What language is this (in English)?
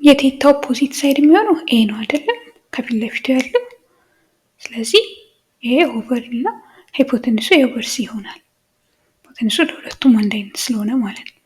Amharic